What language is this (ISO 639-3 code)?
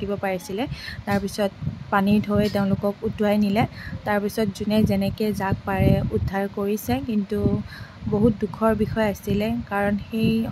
asm